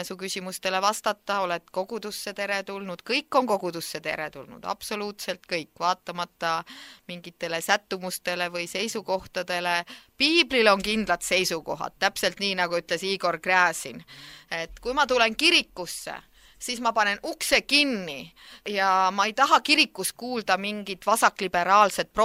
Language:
Estonian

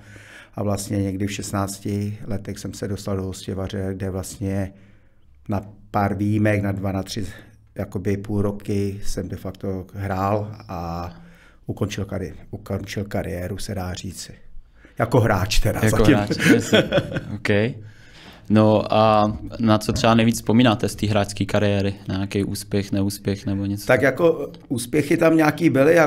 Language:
Czech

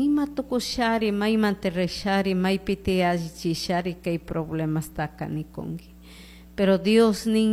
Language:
Chimborazo Highland Quichua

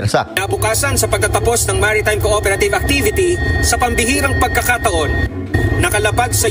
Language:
Filipino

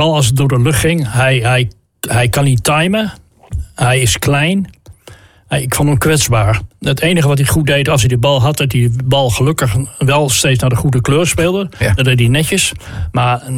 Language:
Dutch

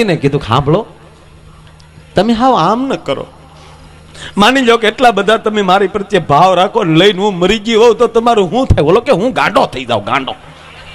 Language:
Gujarati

